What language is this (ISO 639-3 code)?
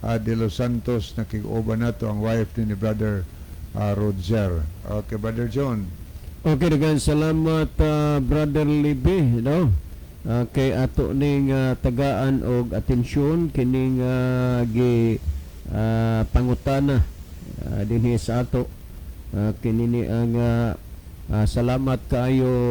ceb